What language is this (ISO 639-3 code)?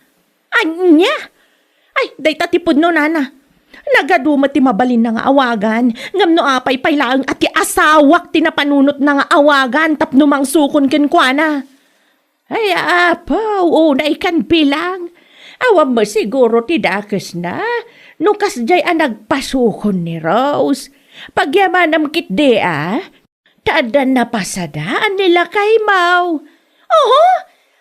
ilo